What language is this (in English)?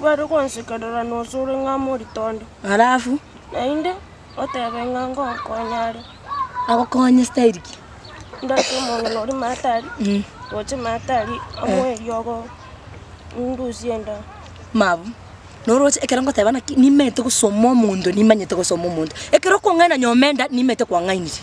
Gusii